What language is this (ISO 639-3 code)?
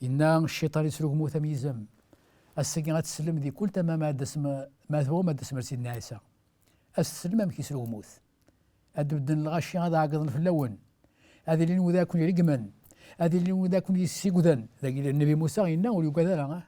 kab